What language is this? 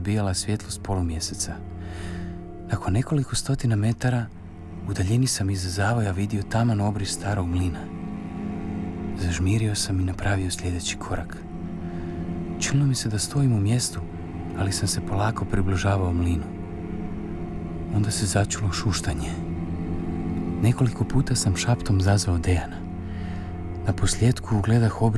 Croatian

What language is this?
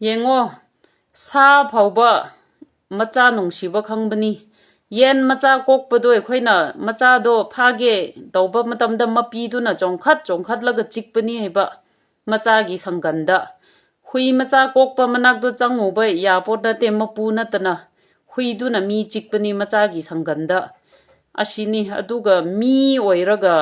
Manipuri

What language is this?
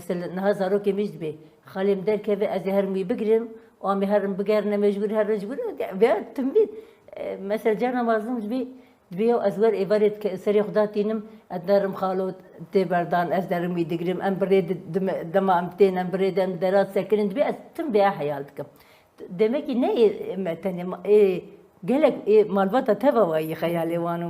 Kurdish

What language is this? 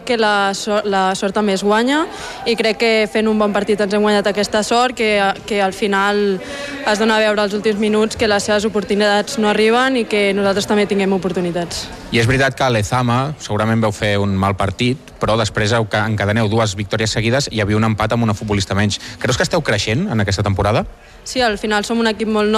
Catalan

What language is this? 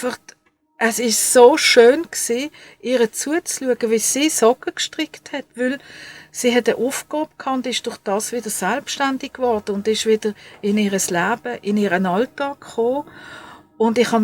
Swiss German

